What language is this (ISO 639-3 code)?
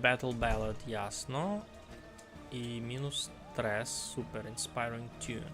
rue